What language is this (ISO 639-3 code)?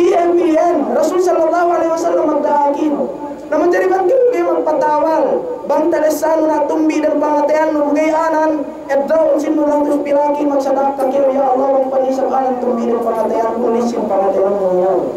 yka